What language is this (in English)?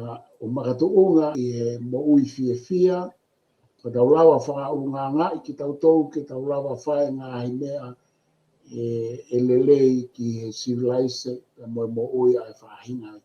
Tongan